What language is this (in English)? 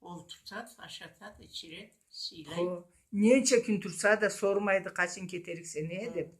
Karachay-Balkar